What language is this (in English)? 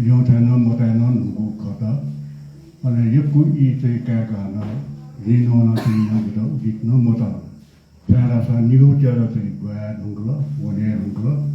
Newari